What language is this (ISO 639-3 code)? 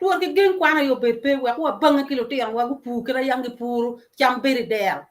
ach